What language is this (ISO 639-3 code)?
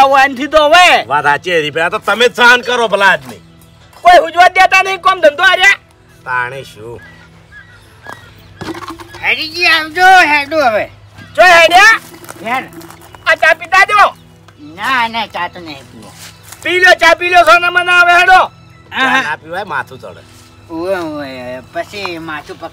guj